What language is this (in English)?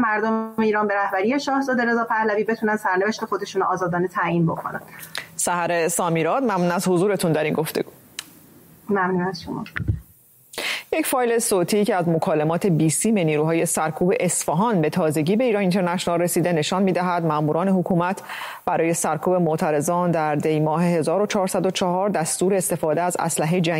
Persian